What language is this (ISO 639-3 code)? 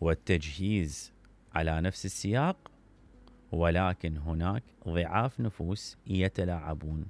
acm